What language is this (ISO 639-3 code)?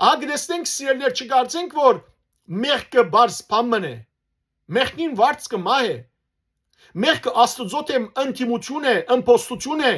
hyw